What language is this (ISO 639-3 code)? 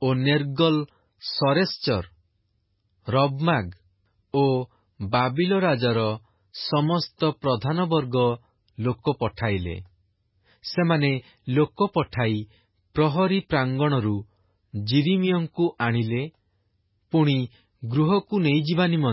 ori